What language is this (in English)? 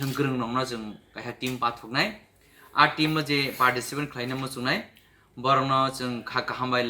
Kok Borok